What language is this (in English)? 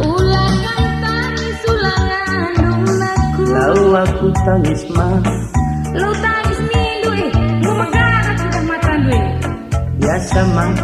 Batak Karo